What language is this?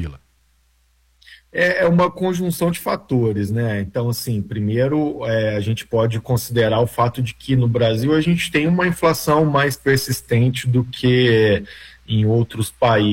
Portuguese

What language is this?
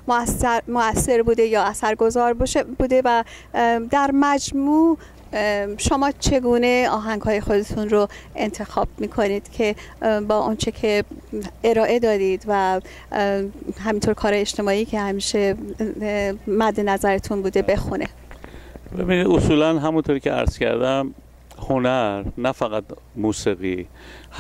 Persian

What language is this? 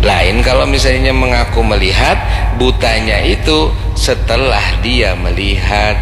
Banjar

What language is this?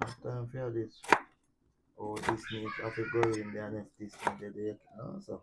Jamaican Creole English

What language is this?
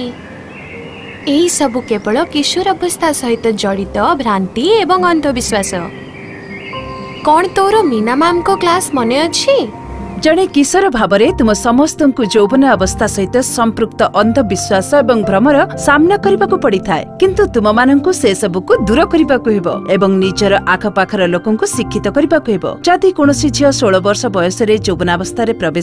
Odia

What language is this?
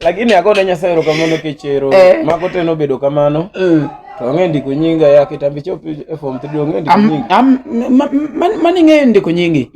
Luo (Kenya and Tanzania)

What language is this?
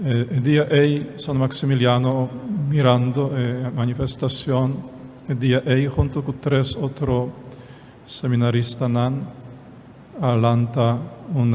Papiamento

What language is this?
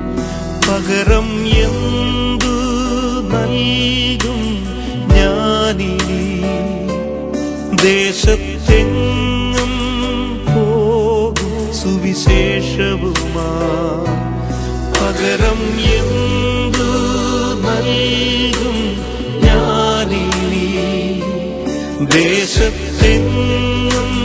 Malayalam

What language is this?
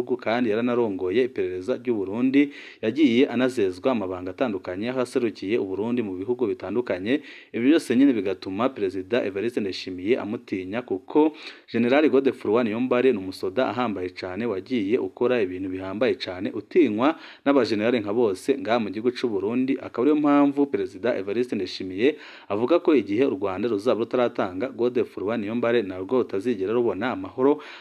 Rundi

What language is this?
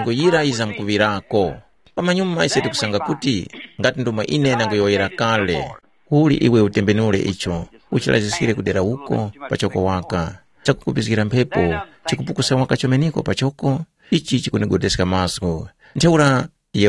Tumbuka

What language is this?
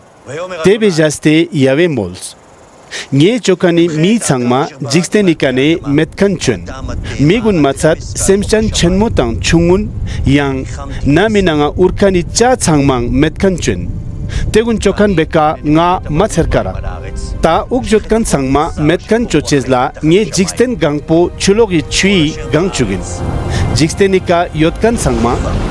Ladakhi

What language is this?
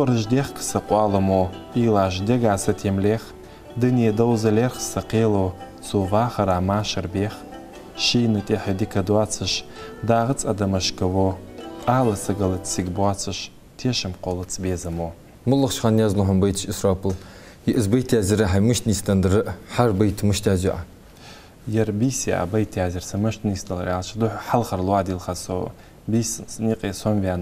Ingush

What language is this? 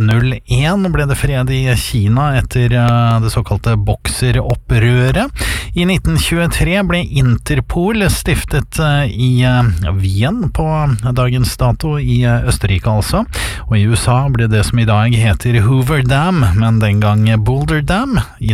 Norwegian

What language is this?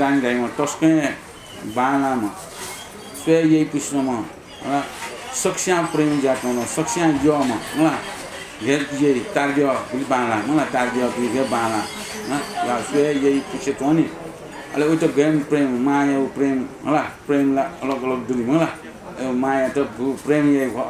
Newari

